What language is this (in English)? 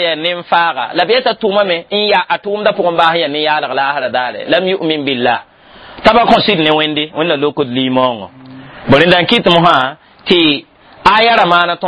Mossi